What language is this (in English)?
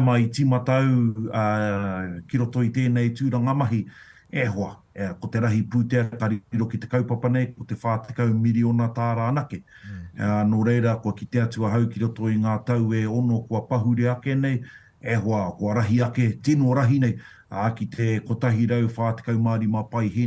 Māori